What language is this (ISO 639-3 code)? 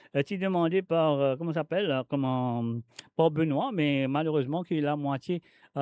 mfe